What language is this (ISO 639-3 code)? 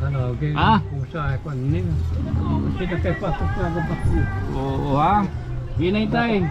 war